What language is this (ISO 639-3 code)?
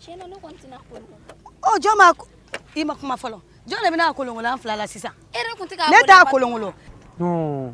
bam